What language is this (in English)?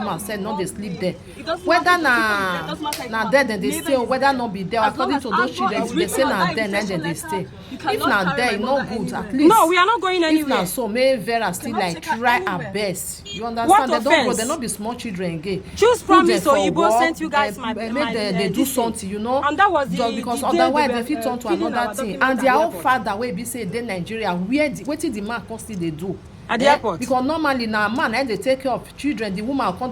Nigerian Pidgin